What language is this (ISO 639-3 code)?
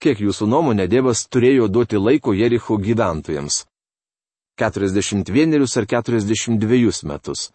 lit